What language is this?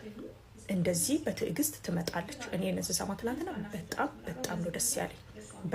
Amharic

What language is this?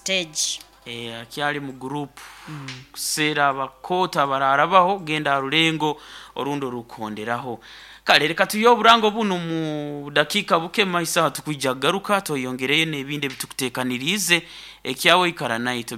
Nyoro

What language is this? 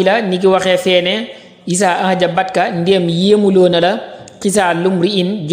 Wolof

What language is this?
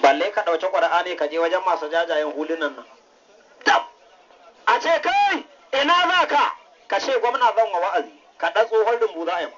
Hausa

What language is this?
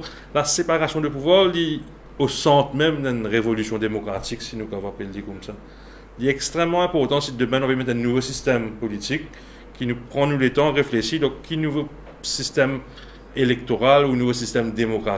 Morisyen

